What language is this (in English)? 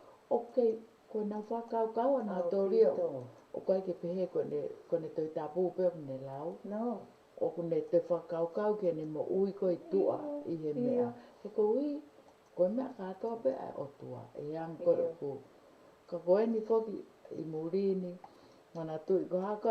Tongan